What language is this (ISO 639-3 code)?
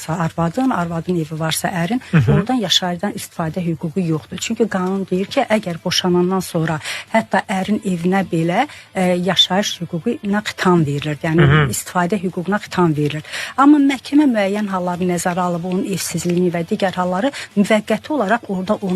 aze